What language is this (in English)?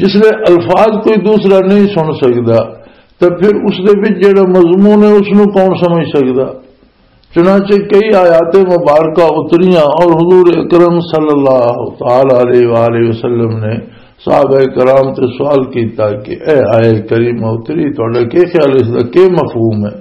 Western Panjabi